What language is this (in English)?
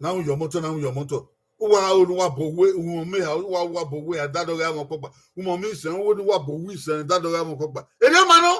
Bini